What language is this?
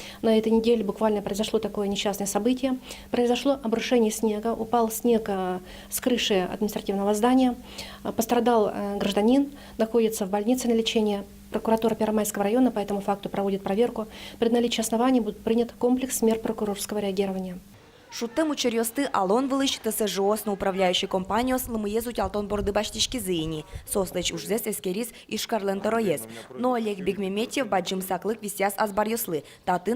Udmurt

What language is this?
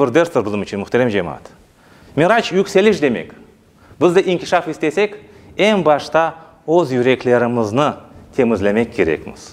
Crimean Tatar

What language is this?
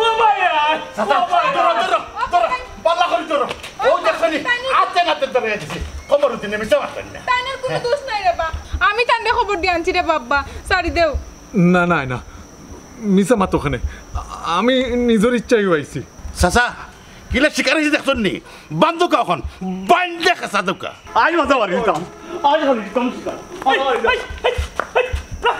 Sylheti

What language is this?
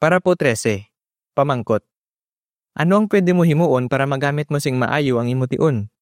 Hiligaynon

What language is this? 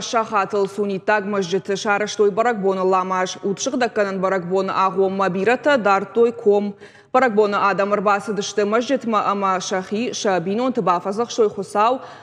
Ossetic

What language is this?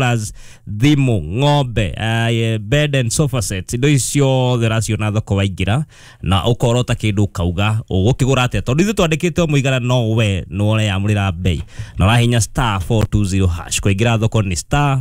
Kikuyu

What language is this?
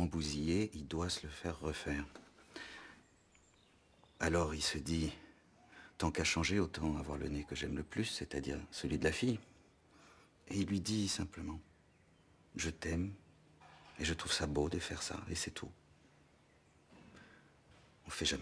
French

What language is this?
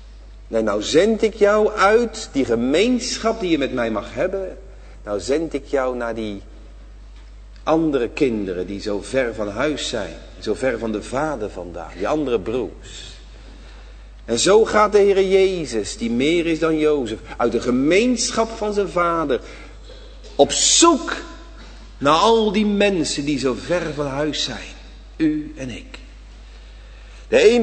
Dutch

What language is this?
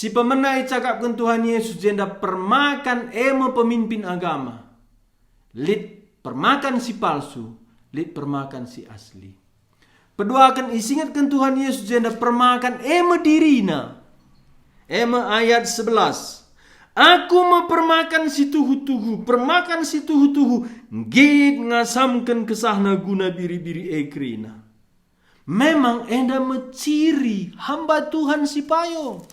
Batak Karo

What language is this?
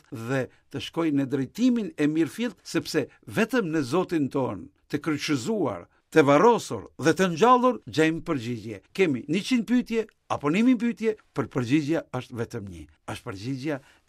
Albanian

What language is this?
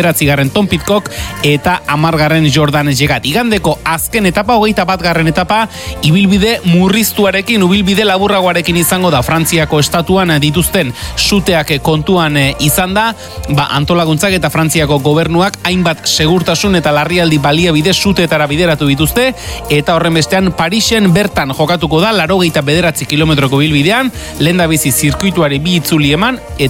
Basque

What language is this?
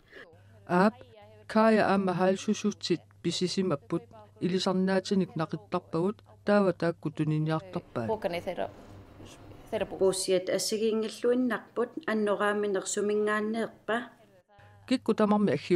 Kalaallisut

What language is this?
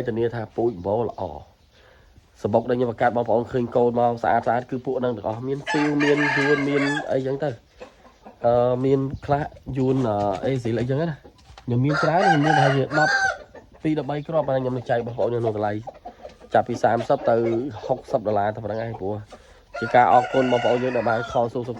Khmer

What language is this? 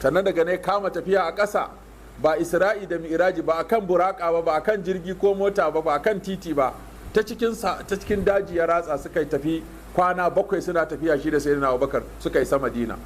Hausa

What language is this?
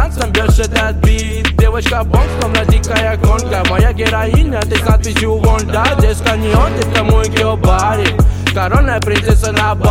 Russian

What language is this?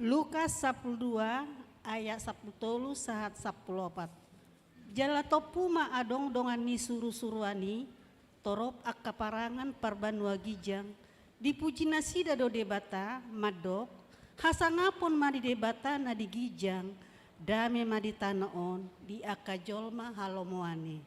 Batak Toba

